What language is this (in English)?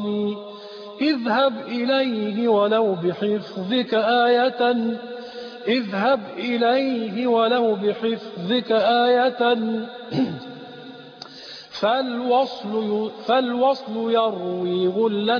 Arabic